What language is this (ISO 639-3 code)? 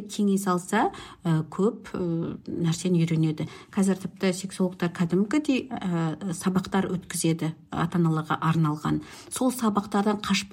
kaz